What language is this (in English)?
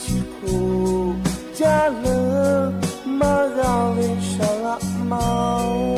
Lahu